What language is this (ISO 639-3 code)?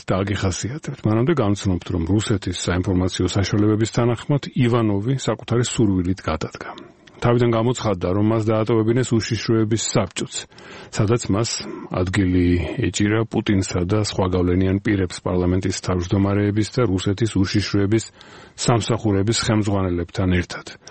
kat